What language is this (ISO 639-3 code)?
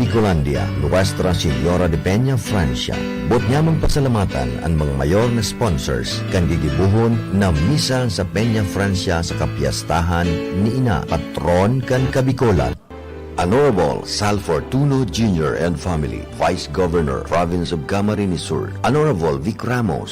bik